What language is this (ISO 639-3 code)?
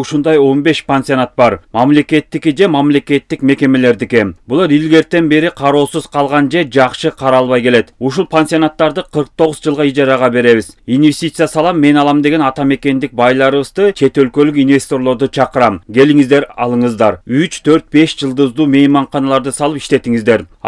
kir